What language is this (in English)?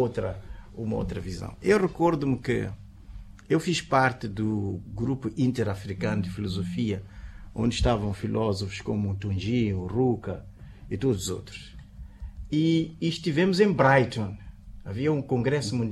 Portuguese